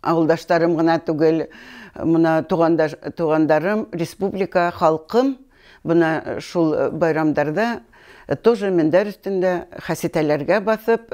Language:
Bashkir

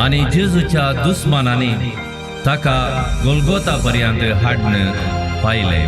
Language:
Konkani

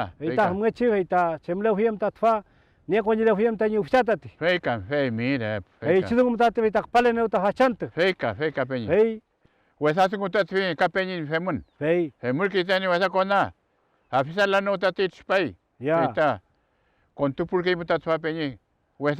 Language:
Mapuche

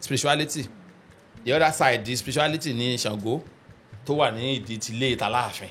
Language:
Yoruba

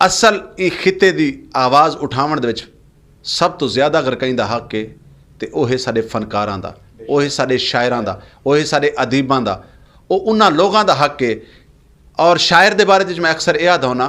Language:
Western Panjabi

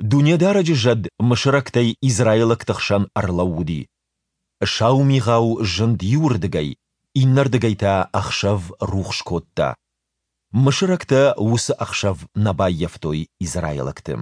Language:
Ossetic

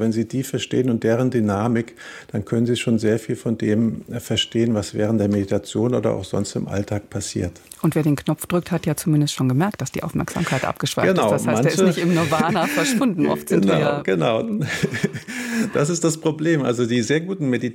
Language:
German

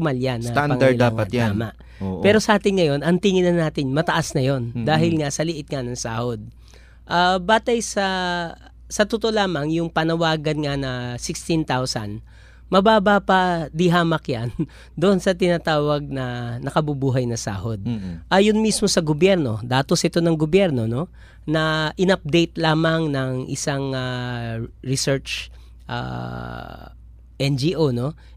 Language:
Filipino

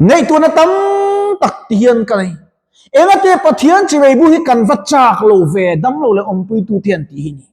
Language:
Mizo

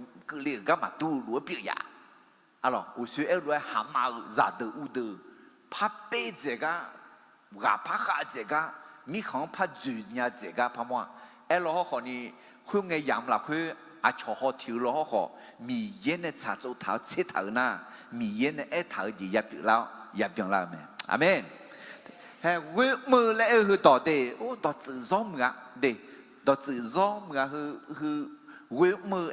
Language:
Akha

